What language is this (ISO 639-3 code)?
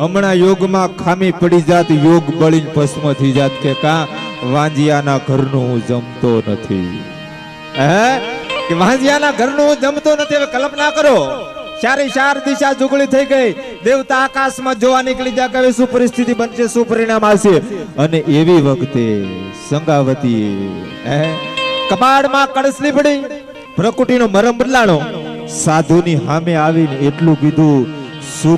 guj